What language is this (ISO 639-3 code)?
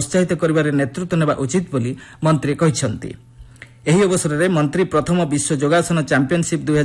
ori